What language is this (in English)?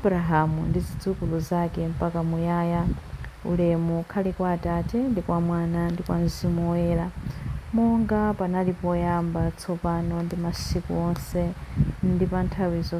Nyanja